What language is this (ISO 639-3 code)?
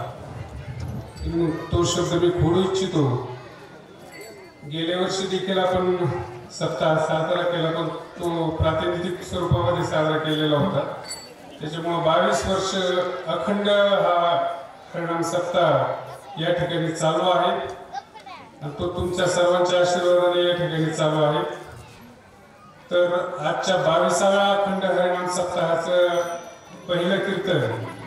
mar